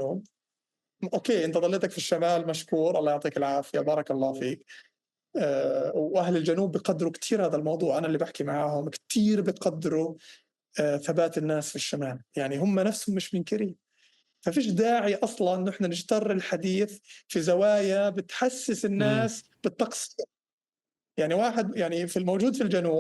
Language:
North Levantine Arabic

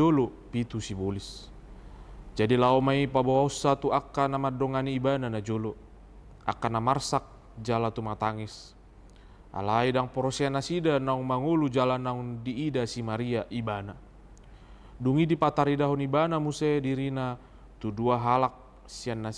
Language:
Batak Toba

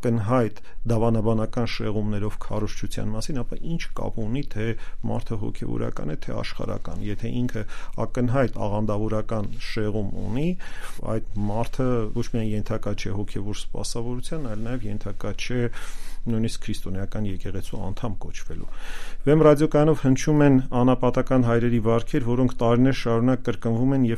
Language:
Armenian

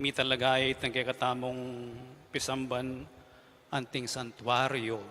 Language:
Pampanga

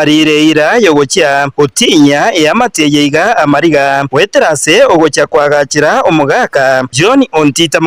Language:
Gusii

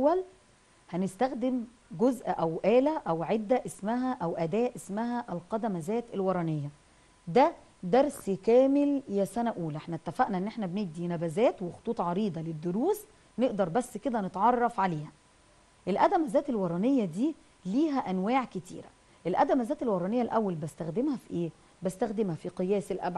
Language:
Egyptian Arabic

